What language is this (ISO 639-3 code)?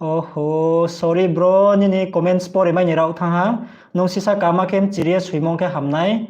ria